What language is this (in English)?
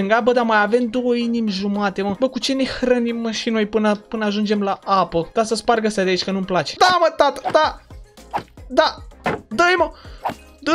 Romanian